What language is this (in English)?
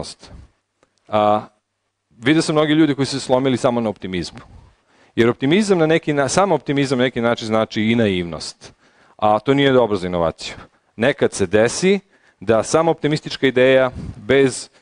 Serbian